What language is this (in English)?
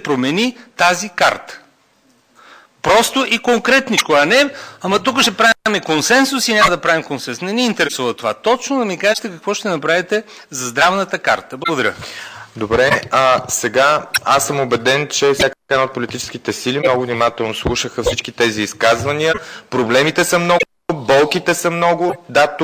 Bulgarian